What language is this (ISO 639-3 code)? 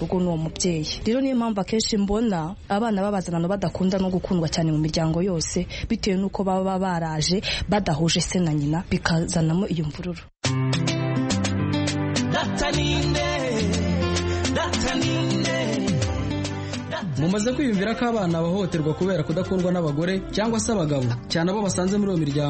kin